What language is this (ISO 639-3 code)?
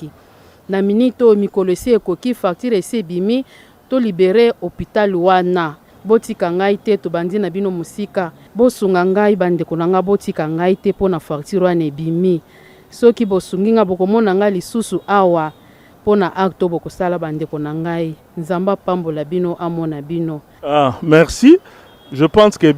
lin